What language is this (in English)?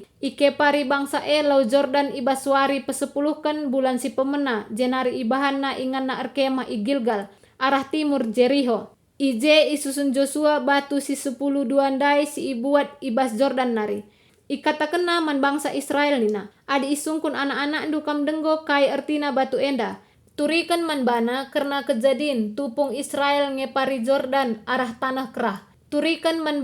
Batak Karo